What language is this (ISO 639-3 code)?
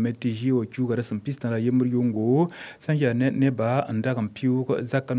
mos